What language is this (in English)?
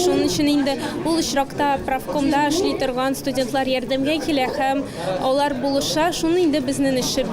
Tatar